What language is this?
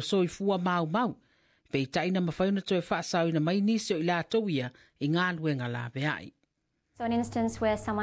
Samoan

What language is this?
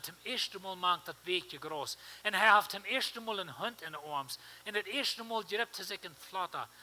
Plautdietsch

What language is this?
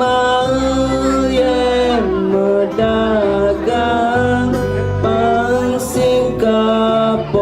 Balinese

